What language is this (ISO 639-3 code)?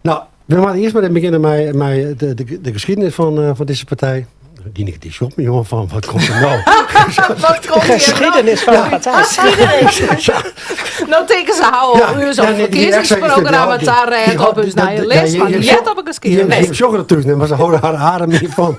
fry